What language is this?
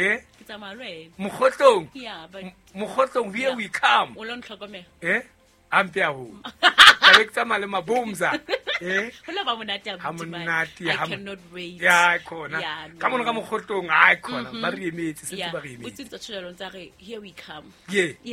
Southern Sotho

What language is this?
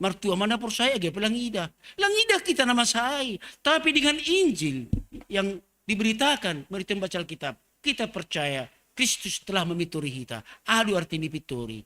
Batak Simalungun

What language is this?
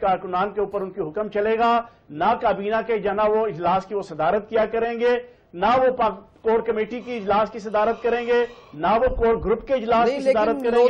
Urdu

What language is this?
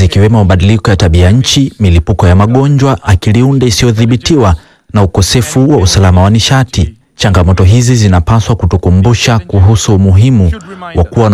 Swahili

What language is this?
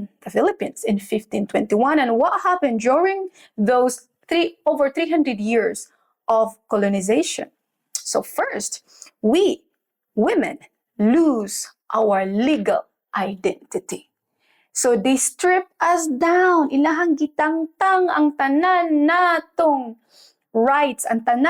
Cebuano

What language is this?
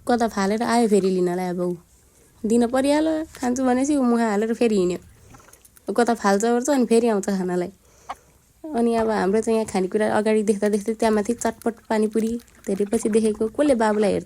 Nepali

